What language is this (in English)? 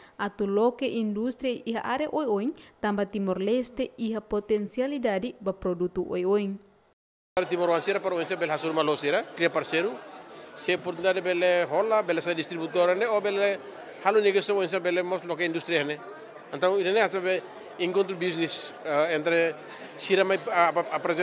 Tetum